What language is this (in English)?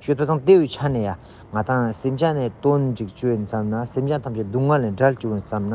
Ladakhi